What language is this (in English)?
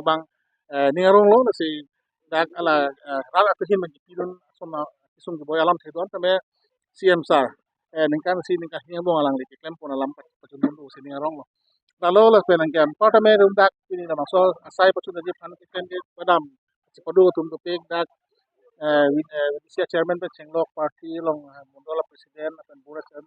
Karbi